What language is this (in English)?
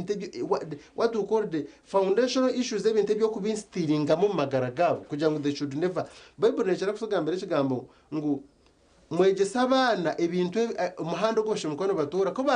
Nyankole